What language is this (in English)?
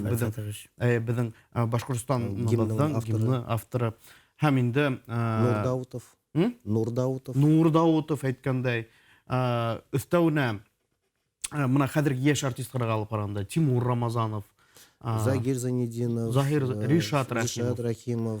Bashkir